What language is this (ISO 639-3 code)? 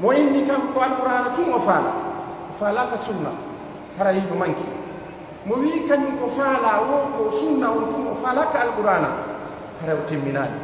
fuf